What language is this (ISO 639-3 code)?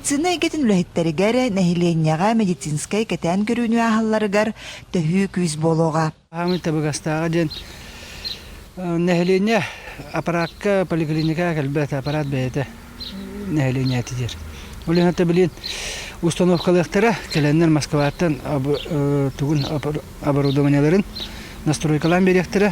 sah